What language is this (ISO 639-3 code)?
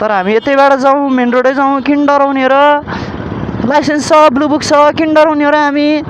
nep